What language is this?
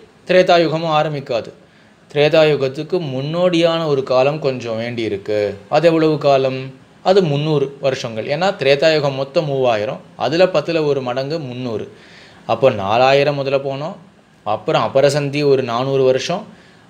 Tamil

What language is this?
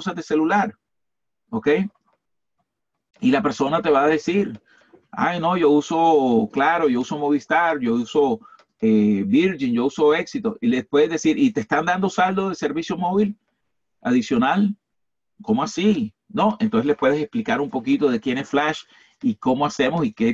Spanish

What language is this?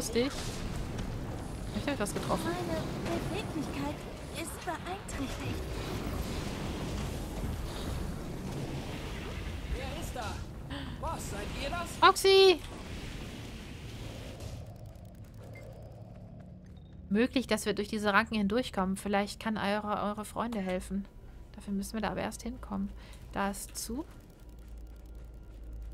German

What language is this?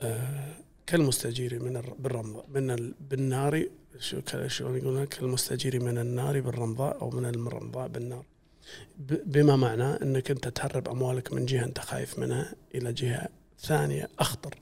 Gulf Arabic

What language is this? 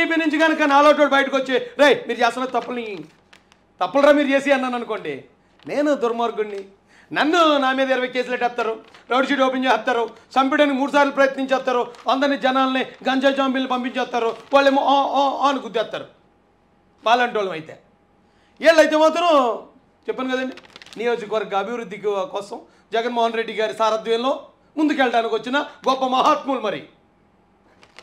Telugu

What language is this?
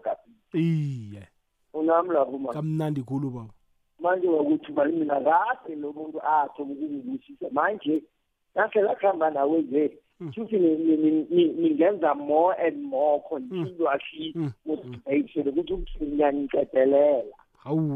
South Ndebele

